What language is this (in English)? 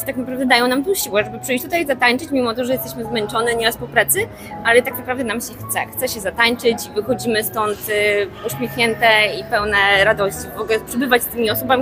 Polish